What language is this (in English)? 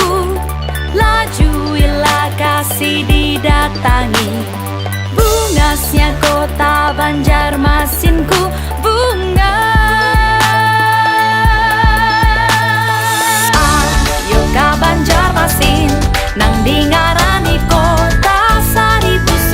Banjar